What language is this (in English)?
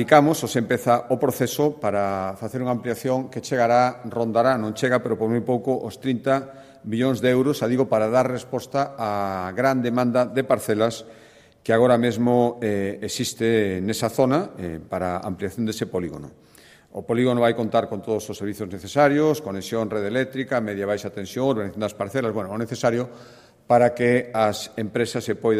Galician